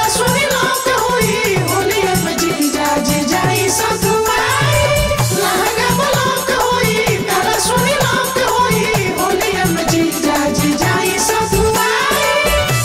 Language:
Bhojpuri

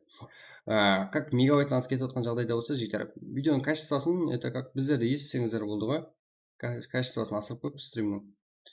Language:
Kara-Kalpak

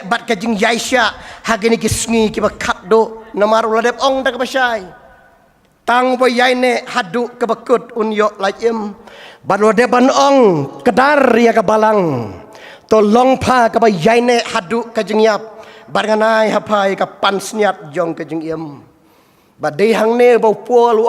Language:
Khasi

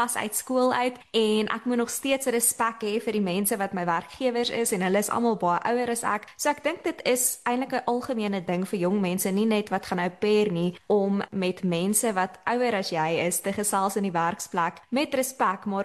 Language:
Afrikaans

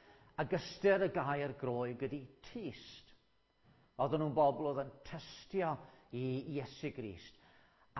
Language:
Welsh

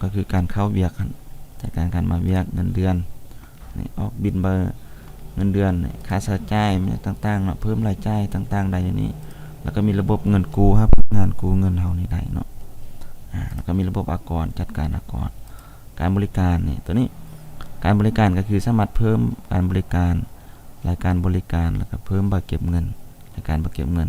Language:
Lao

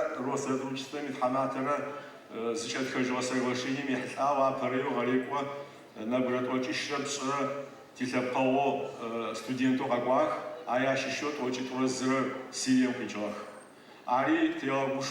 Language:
Adyghe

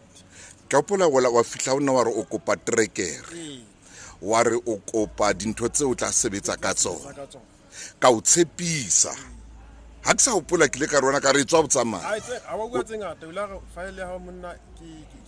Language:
Southern Sotho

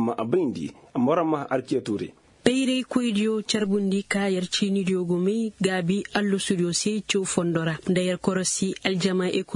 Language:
Koyraboro Senni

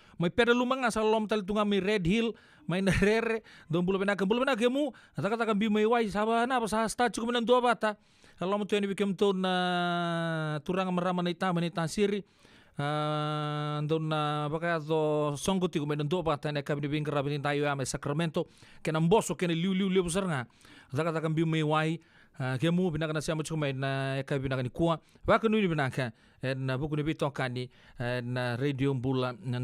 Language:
Fijian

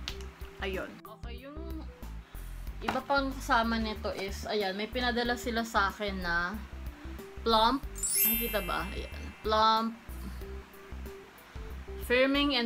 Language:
Filipino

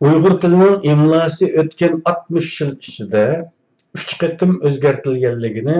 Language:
Uyghur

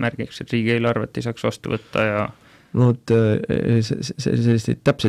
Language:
Estonian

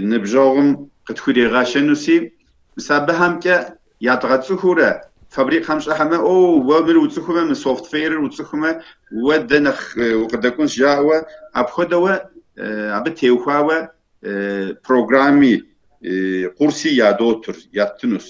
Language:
Kabardian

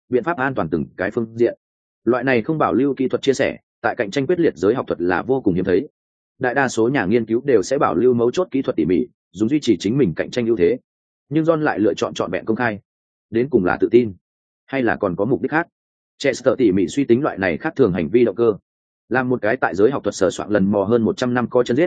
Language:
Vietnamese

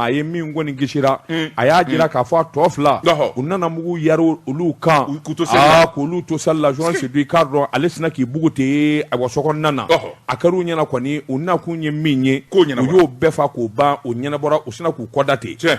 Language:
Bambara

